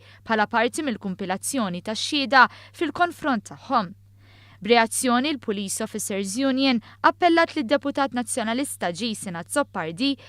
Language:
Maltese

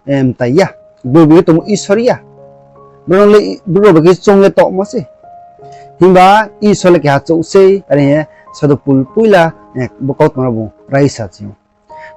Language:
Riang (India)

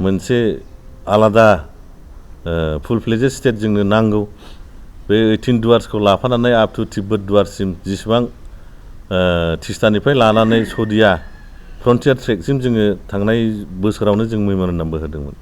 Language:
Bodo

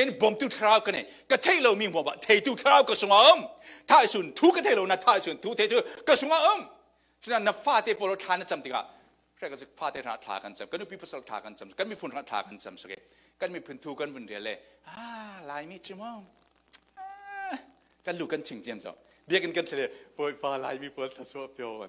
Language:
Falam Chin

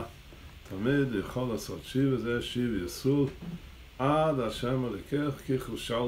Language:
Hebrew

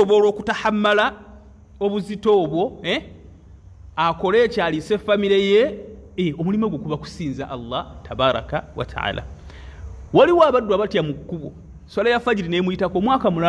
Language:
Ganda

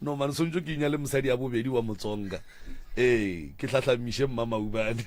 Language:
Northern Sotho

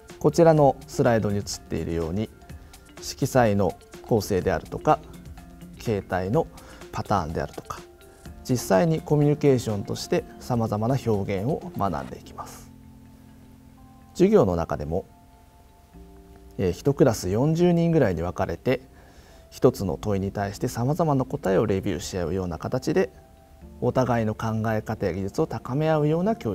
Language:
Japanese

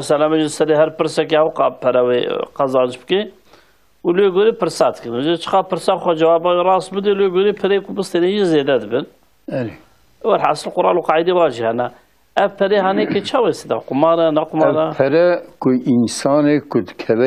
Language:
Kurdish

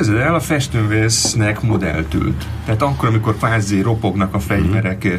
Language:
Hungarian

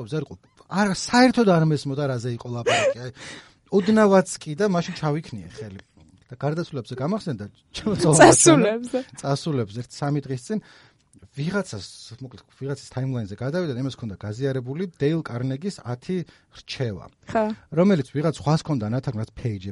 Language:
Georgian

